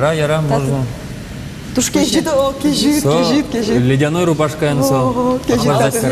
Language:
Udmurt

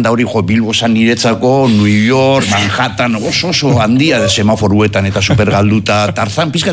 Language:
Basque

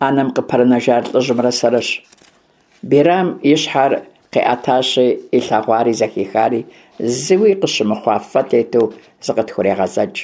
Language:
Kabardian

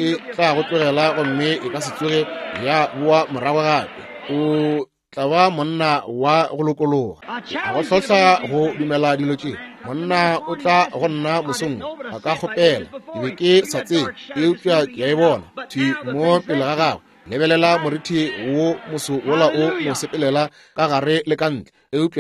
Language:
Northern Sotho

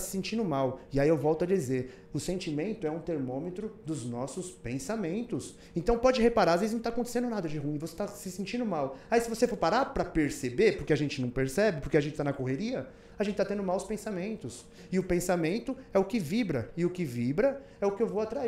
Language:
Portuguese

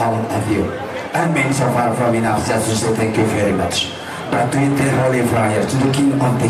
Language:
Toraja-Sa'dan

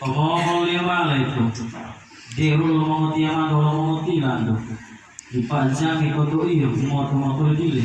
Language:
Gorontalo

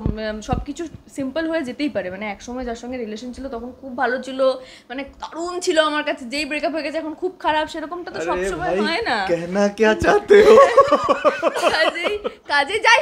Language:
Bangla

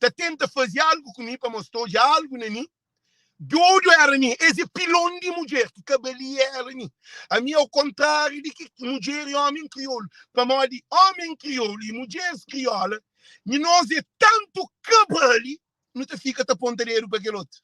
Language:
Kabuverdianu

